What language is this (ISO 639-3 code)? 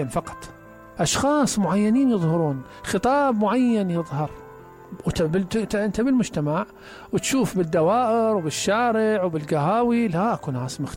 acm